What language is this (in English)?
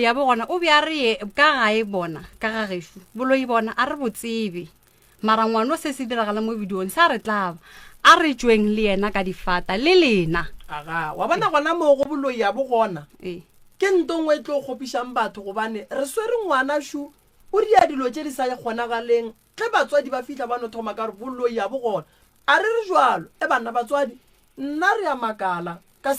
Northern Sotho